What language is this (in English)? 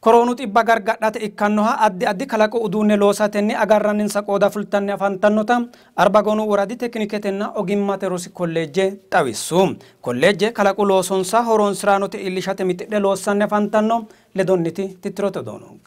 Sidamo